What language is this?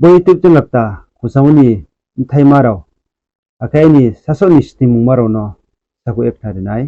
Riang (India)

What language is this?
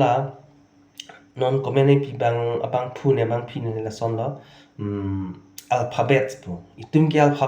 Karbi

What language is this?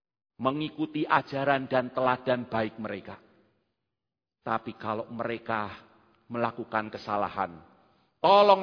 Indonesian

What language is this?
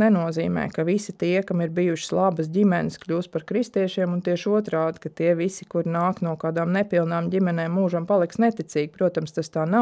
Latvian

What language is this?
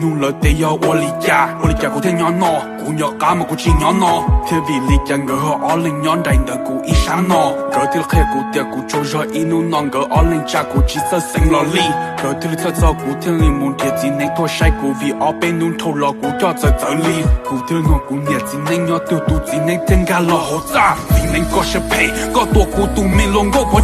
Hmong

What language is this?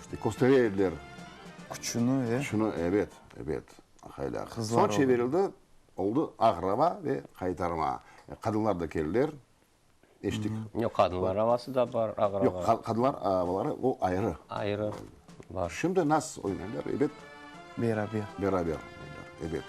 Crimean Tatar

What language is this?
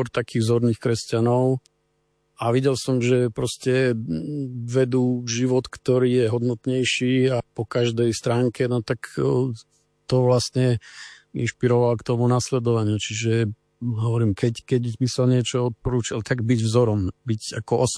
Slovak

